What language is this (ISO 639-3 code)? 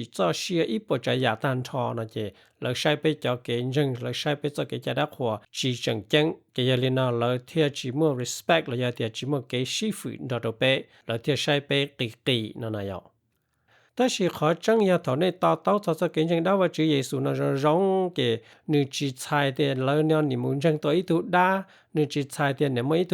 hmn